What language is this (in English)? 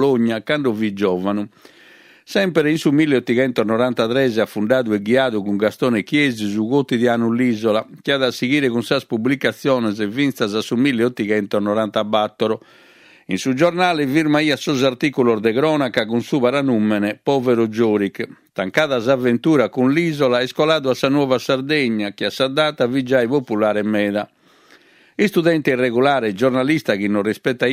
Sardinian